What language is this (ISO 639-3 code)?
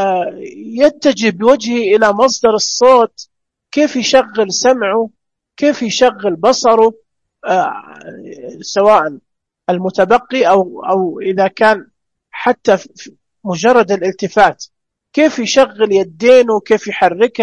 ars